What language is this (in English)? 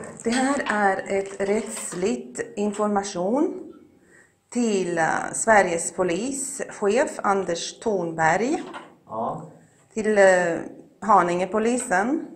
Swedish